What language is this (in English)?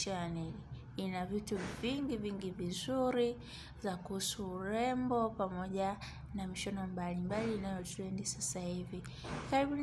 Swahili